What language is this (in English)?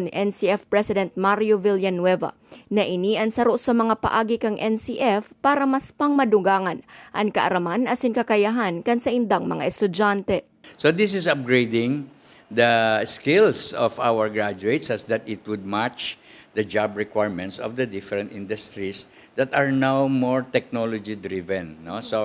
Bikol